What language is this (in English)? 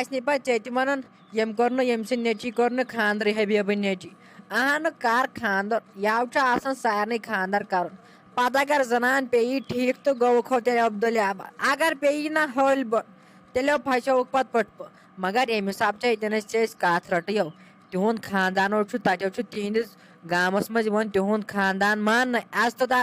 Kashmiri